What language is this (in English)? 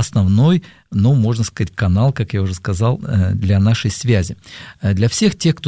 Russian